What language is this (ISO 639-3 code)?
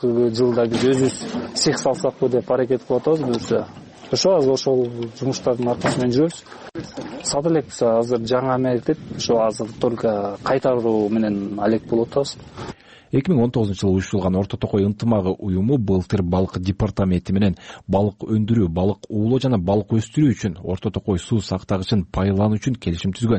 kir